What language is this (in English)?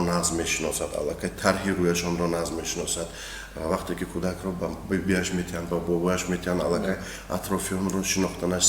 Tajik